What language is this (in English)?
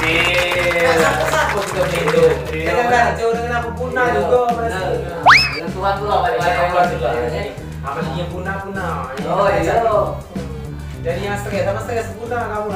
Musi